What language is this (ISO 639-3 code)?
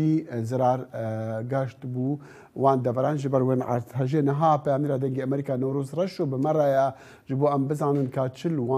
kur